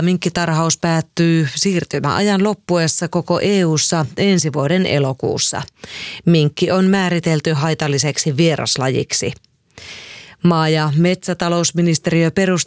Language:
Finnish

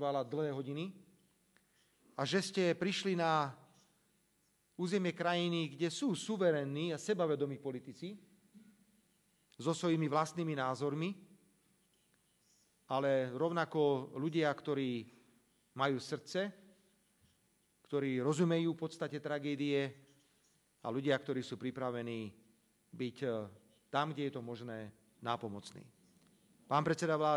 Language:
Slovak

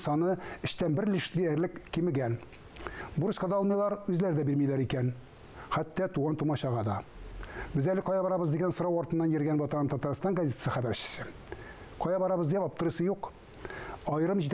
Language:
Tatar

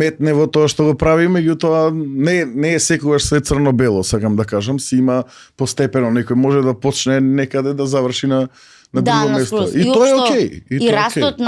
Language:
Macedonian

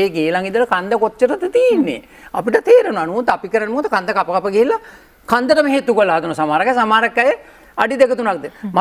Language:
Sinhala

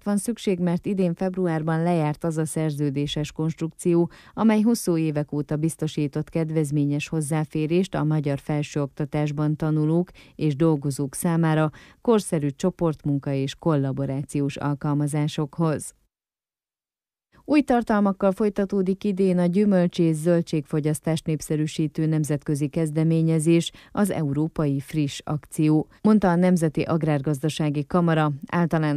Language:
Hungarian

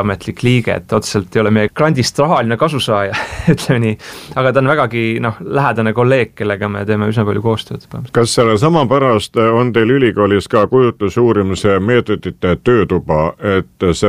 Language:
Estonian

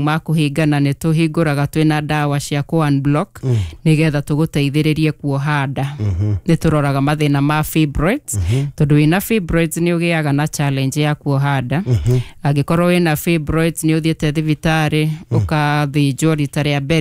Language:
Kikuyu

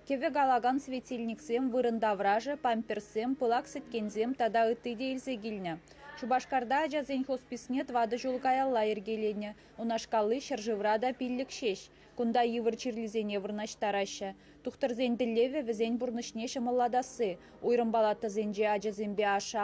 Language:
Chuvash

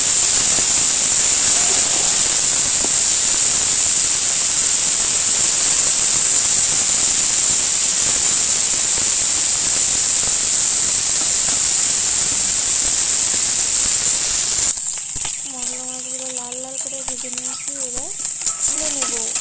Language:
Bangla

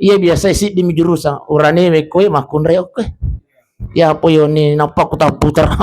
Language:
Buginese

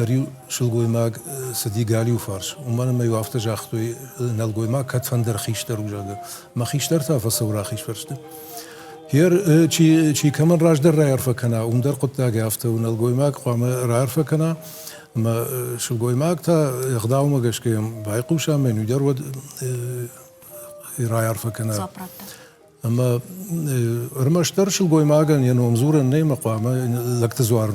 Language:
Ossetic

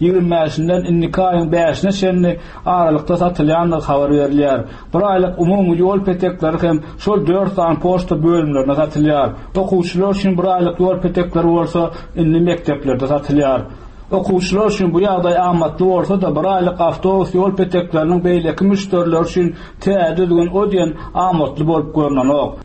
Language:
Turkmen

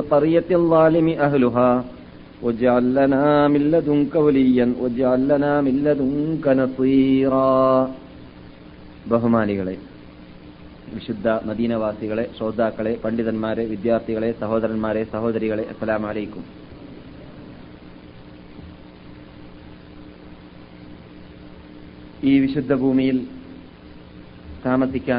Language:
Malayalam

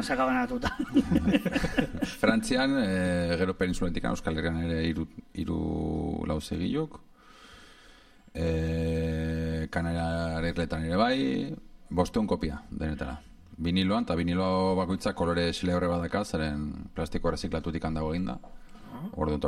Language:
Basque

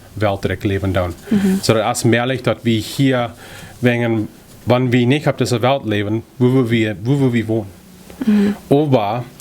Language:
Plautdietsch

